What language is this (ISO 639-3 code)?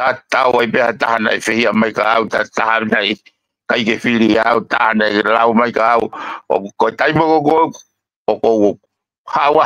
ton